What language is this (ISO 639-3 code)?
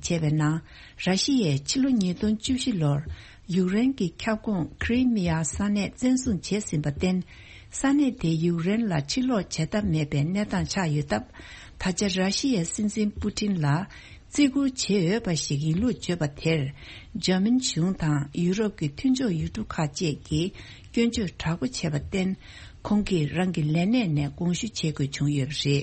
bod